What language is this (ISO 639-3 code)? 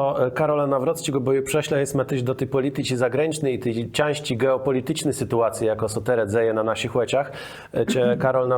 csb